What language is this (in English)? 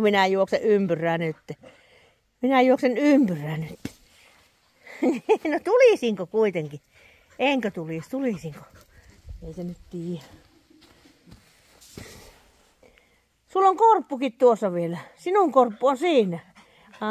Finnish